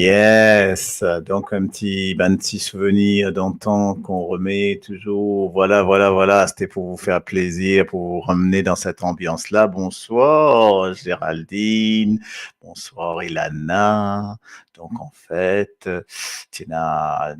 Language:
Morisyen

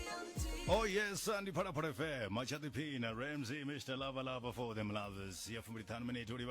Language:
Venda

